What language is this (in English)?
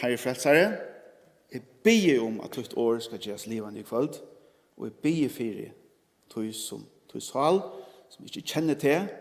Faroese